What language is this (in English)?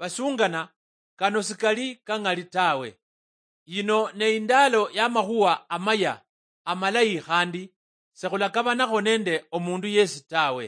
Luyia